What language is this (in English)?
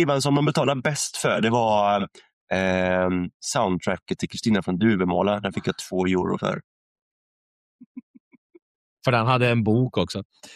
Swedish